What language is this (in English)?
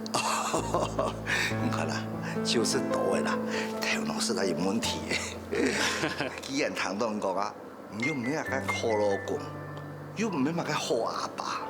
Hakka Chinese